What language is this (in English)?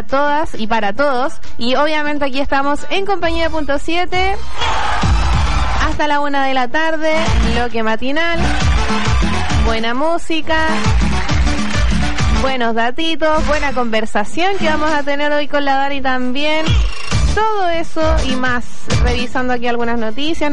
Spanish